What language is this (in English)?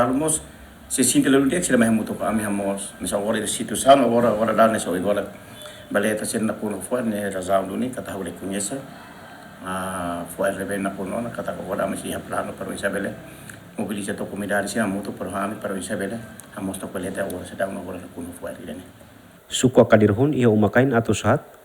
Tetum